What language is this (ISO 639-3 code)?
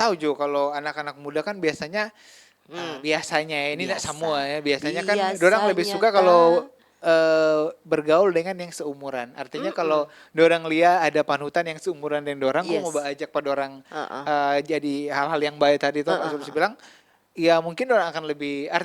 xmm